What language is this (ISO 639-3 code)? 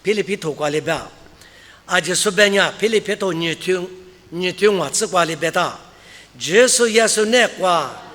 lis